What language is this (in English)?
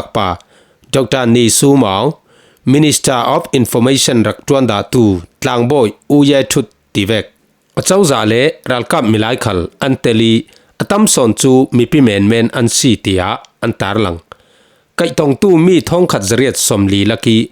Falam Chin